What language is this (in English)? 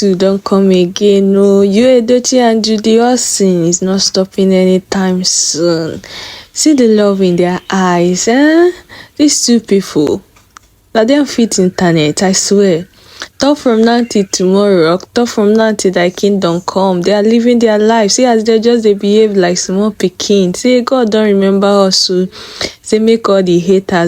Nigerian Pidgin